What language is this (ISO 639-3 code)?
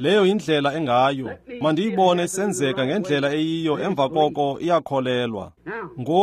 xho